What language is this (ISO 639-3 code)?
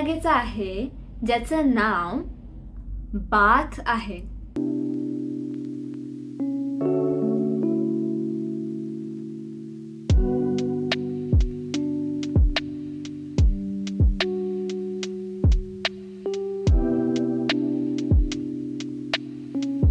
mar